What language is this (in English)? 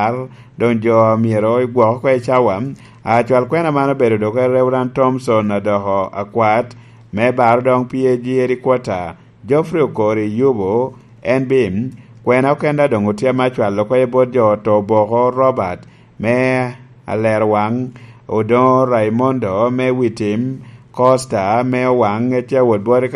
Lango (Uganda)